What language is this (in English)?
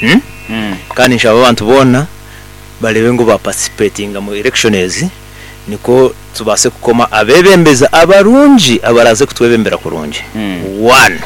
Nyoro